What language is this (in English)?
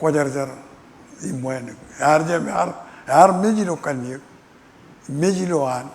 Marshallese